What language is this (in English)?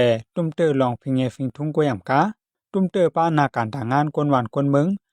Shan